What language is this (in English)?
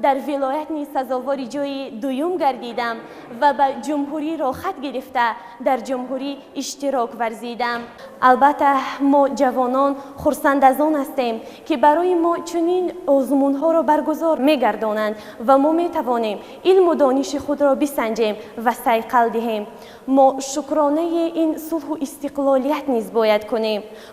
Tajik